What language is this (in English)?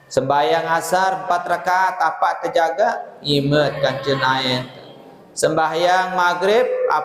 Sasak